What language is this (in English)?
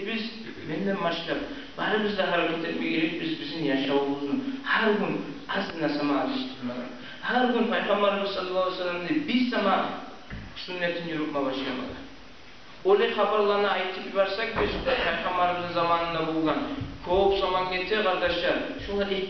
Kumyk